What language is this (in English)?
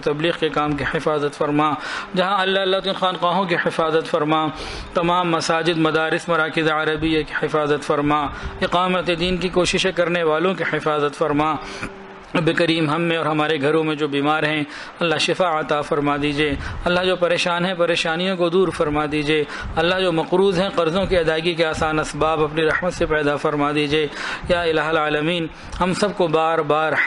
Urdu